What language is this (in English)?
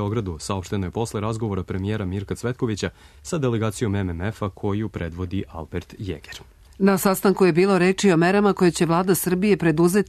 Serbian